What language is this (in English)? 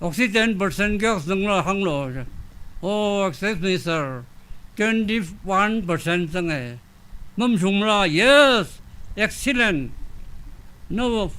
Tangkhul Naga (India)